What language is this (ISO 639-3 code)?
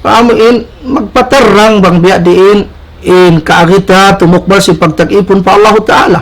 tsg